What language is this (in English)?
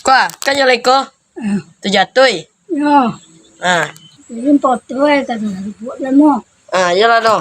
Minangkabau